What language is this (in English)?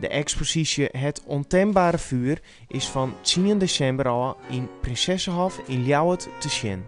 Western Frisian